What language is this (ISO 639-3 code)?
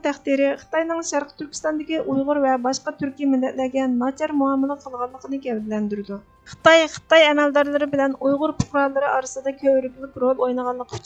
uig